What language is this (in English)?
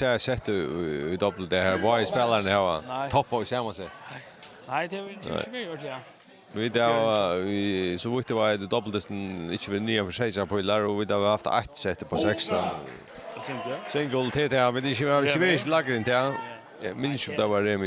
Faroese